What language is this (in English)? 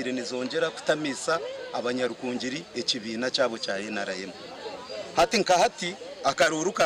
Nyankole